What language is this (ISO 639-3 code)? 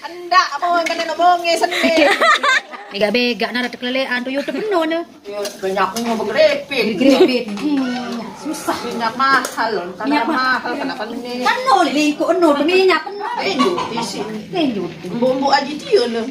sas